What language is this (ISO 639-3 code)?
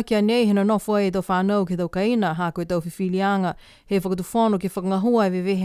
niu